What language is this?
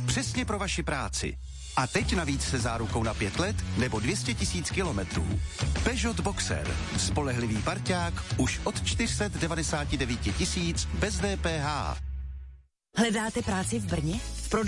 Czech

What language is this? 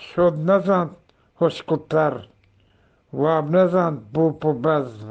Eastern Balochi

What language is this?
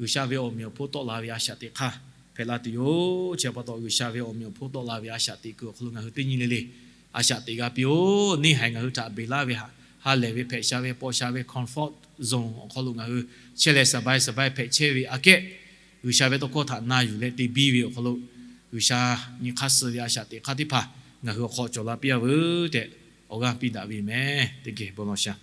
Lahu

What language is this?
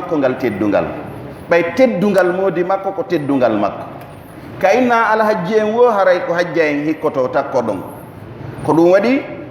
Pular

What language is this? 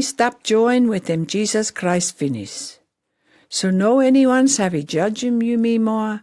Pijin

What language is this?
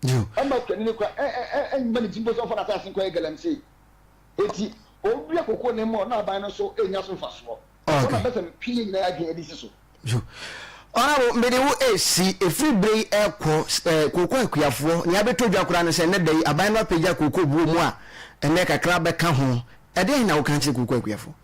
Akan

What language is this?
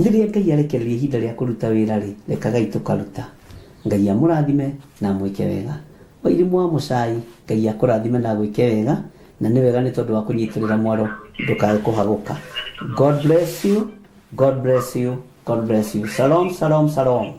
Kikuyu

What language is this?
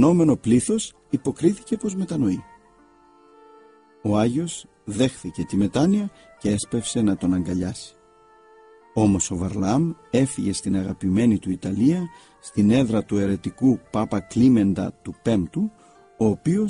Greek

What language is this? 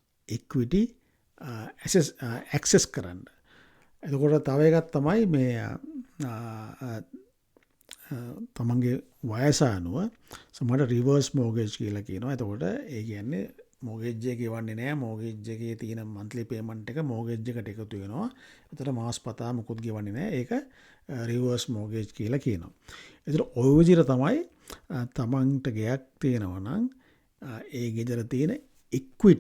Sinhala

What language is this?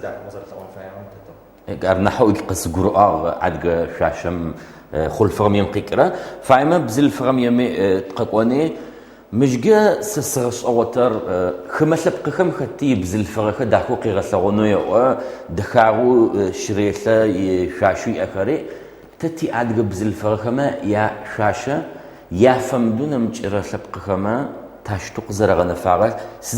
Adyghe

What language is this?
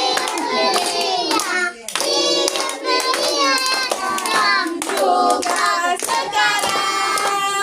Manado Malay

